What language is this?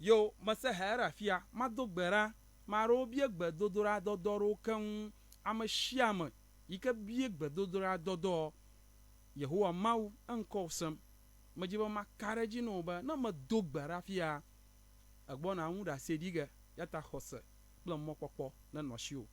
Ewe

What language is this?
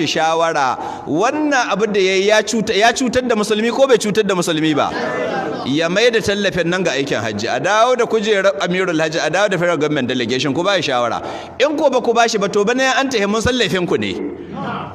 Hausa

